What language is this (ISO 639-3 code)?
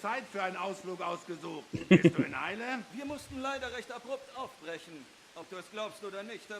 gsw